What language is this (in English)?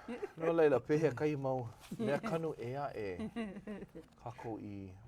Hawaiian